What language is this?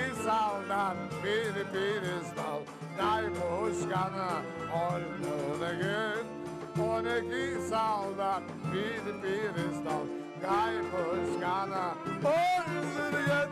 Crimean Tatar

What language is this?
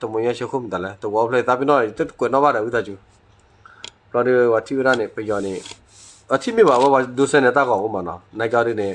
S'gaw Karen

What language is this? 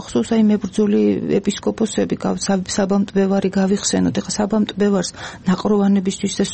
Georgian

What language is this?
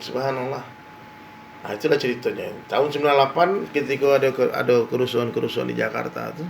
Minangkabau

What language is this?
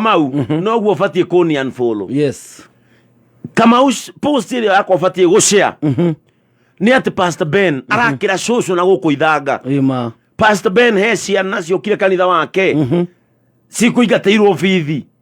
Kikuyu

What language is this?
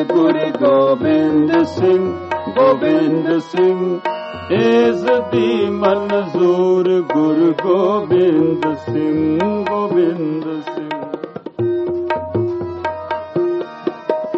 Punjabi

